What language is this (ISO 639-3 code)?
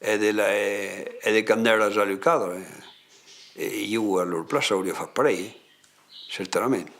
oci